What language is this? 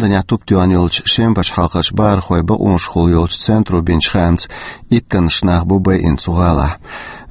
Chechen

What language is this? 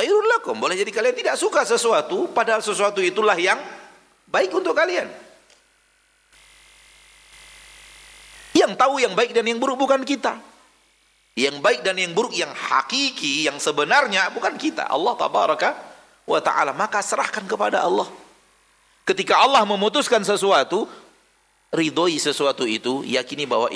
Indonesian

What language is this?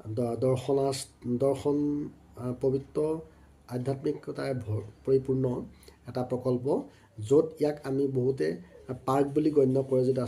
Assamese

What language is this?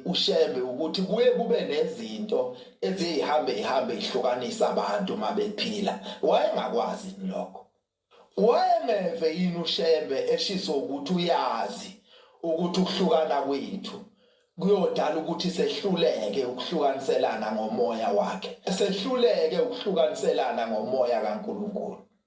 Zulu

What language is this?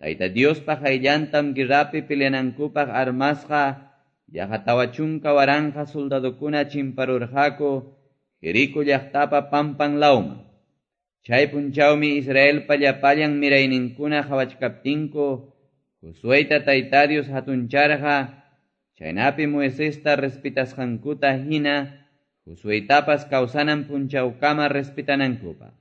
Quechua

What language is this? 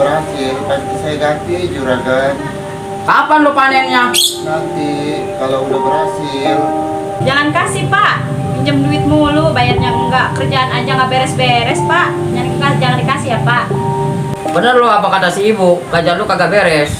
Betawi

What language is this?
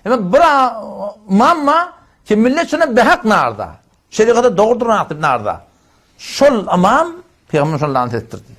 Turkmen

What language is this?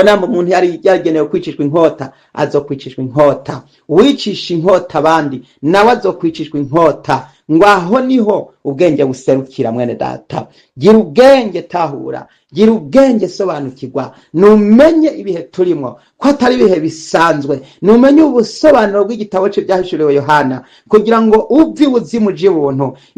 Rundi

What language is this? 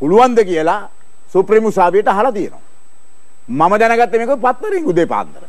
Sinhala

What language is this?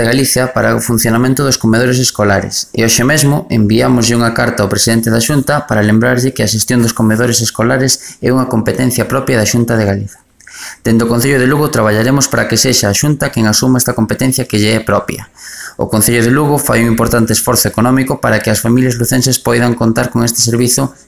Galician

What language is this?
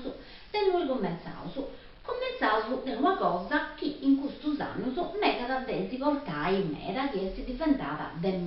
Sardinian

